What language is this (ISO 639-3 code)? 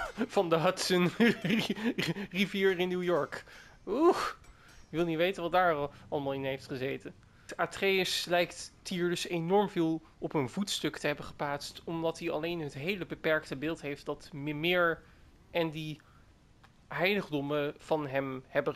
nld